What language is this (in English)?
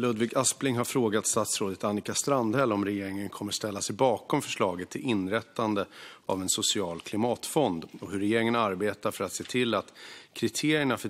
Swedish